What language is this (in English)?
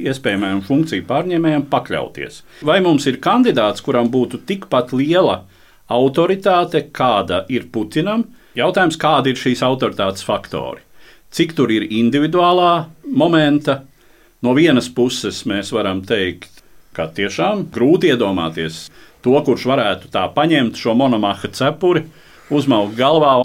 Latvian